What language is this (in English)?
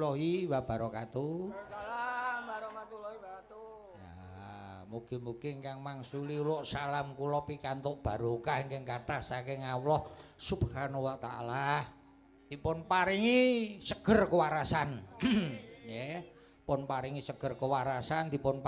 Javanese